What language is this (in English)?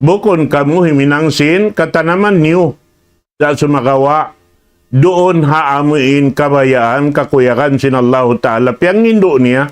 Tausug